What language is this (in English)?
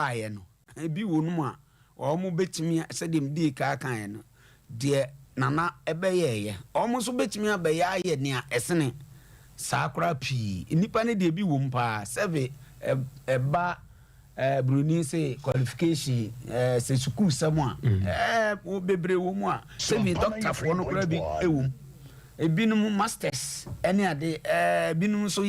Akan